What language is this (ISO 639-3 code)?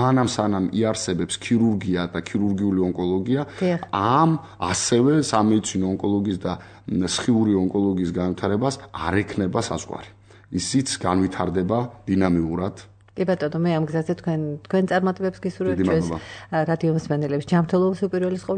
kat